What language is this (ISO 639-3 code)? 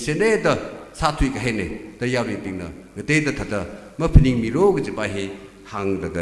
nmf